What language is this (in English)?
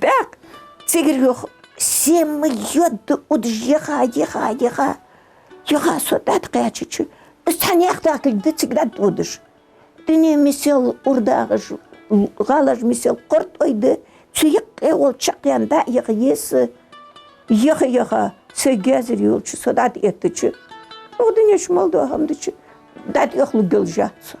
Ingush